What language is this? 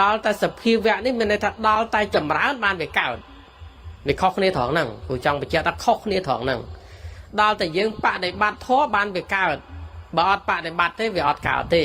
Khmer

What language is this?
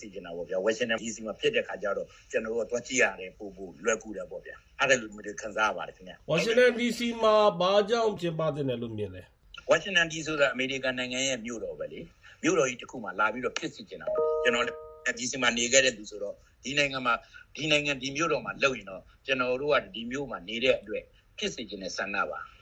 Burmese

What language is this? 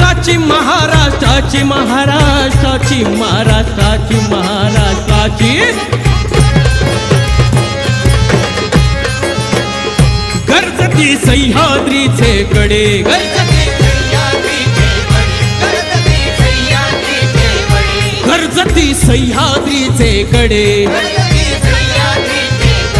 Marathi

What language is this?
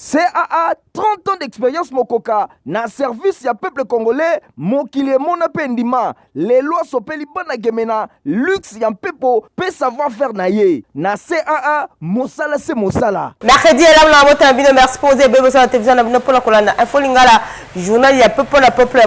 Lingala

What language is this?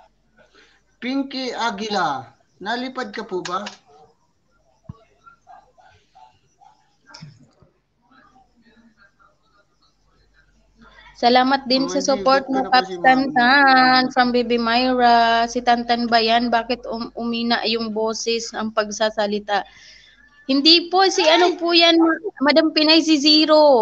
Filipino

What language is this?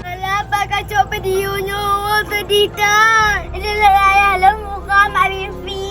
Achinese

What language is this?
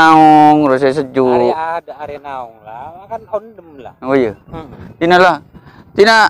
Madurese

